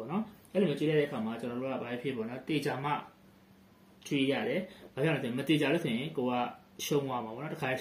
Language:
Burmese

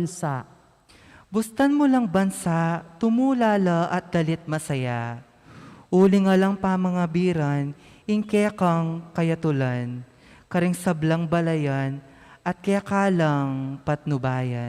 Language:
Pampanga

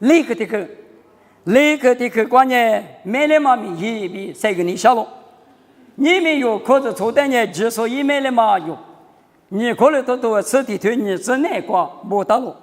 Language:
Lisu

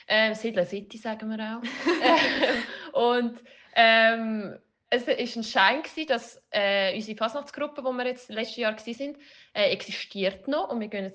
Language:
Swiss German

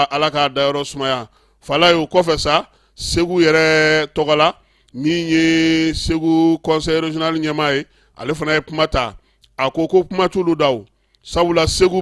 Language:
Bambara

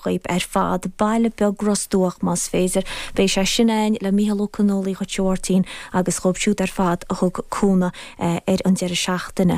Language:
Irish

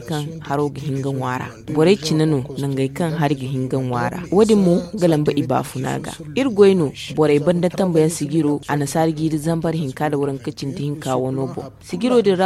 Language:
Zarma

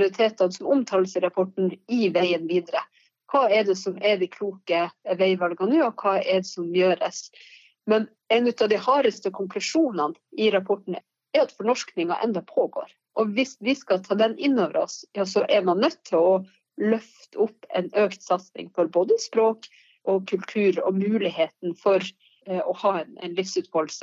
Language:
Norwegian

